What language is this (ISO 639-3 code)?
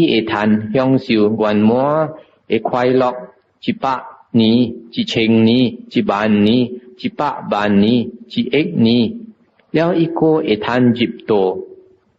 nan